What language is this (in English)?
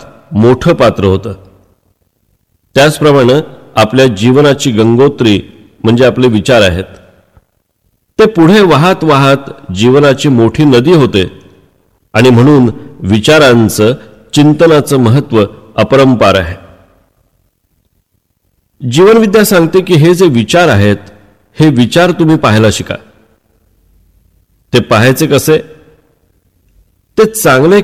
Marathi